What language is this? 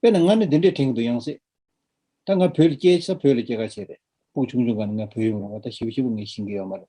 Tibetan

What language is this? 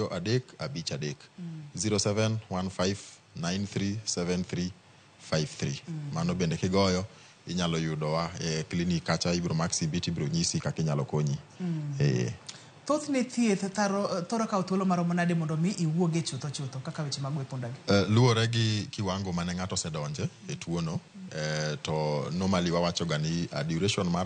Luo (Kenya and Tanzania)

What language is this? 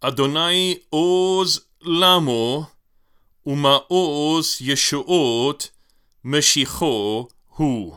Hebrew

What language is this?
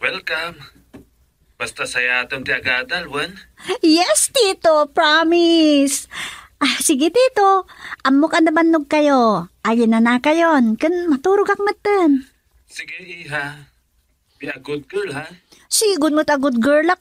Iloko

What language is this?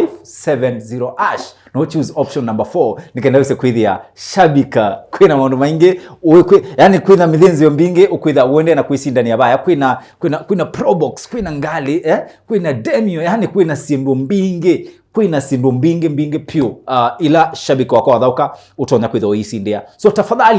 Kamba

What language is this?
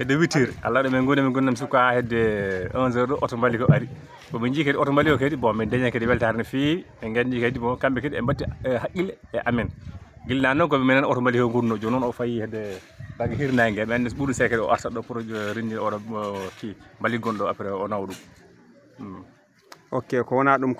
Fula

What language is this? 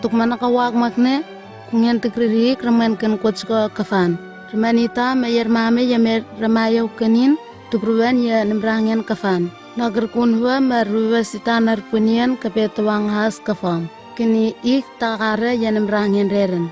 Southwest Tanna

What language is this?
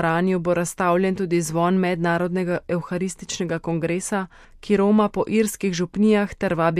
Slovenian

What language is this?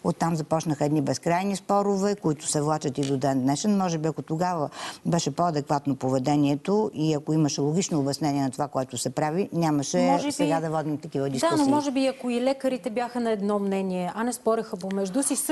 Bulgarian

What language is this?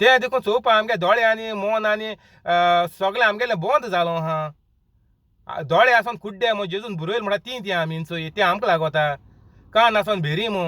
Konkani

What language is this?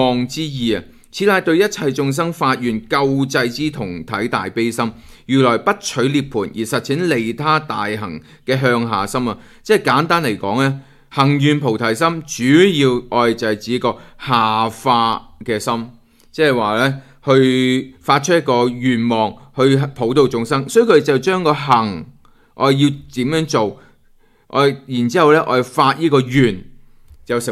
Cantonese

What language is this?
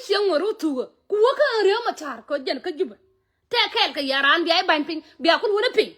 Nuer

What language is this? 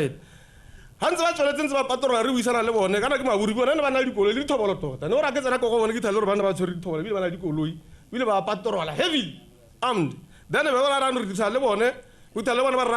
Tswana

